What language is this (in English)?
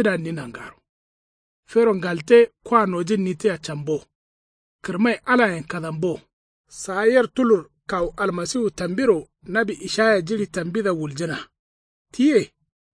Kanuri